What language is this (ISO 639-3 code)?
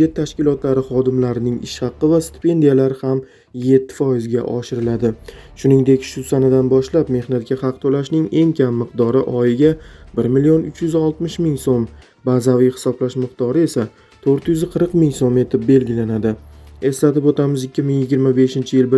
uzb